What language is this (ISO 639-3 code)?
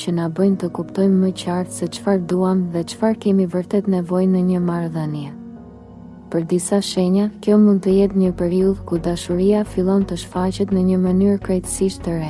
sqi